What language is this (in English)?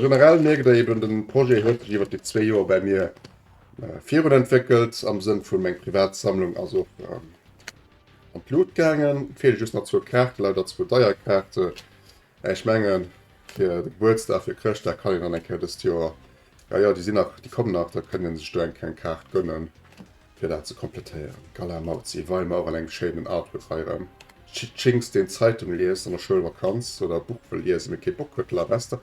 Luxembourgish